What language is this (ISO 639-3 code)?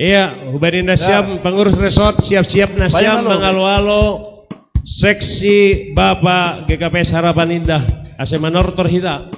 bts